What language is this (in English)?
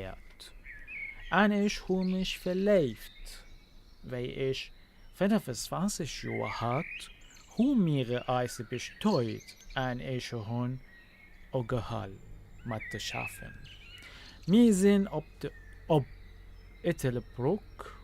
North Levantine Arabic